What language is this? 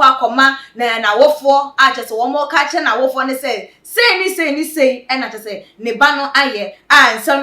Akan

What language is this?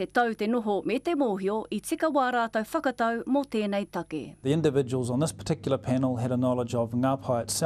Māori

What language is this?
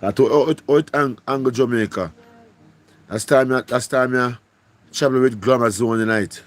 Jamaican Creole English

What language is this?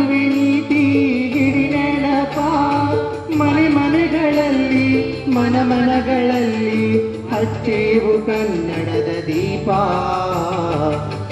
Kannada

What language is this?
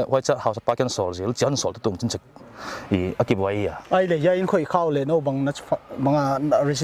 Paite Chin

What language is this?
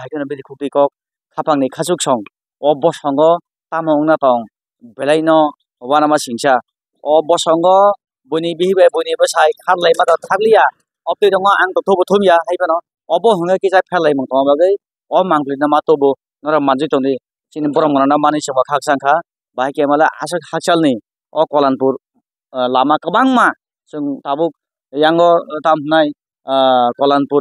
Kok Borok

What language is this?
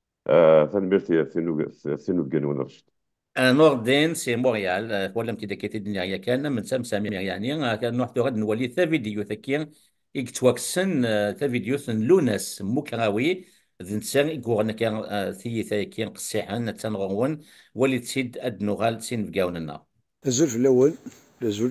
Kabyle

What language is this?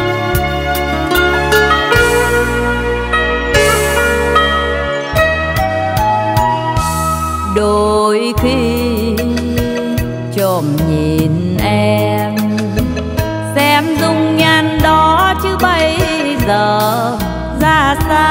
Vietnamese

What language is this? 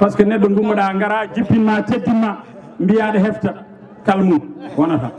Fula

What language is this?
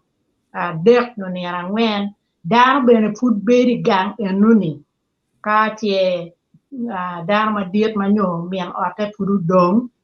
Acoli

